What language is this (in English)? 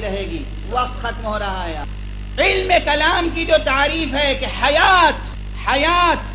Urdu